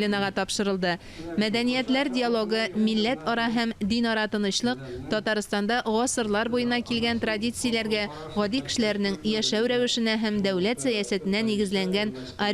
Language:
Tatar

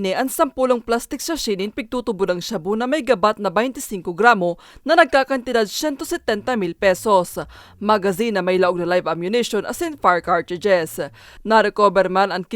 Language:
Bikol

